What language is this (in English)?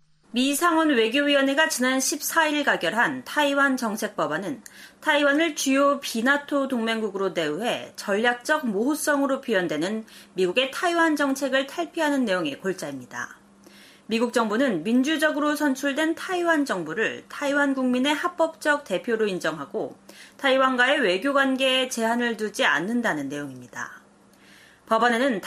Korean